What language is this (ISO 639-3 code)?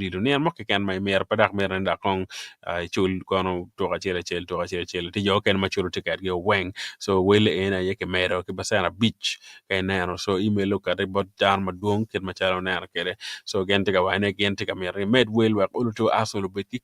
ach